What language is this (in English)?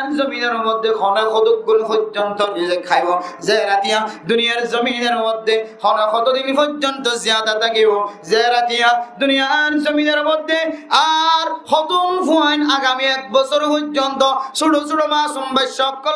Rohingya